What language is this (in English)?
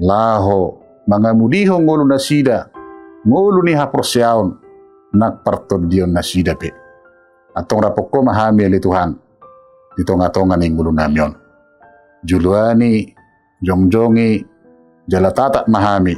Batak Toba